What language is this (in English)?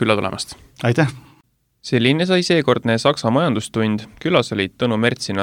Estonian